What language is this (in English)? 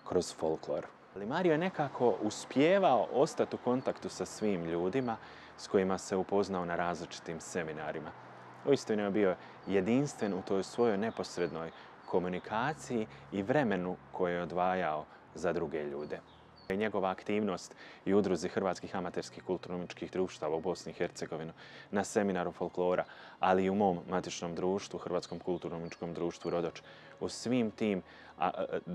Croatian